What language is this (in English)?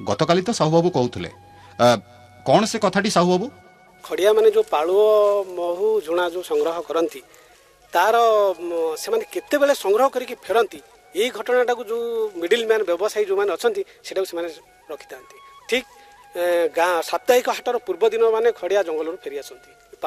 Odia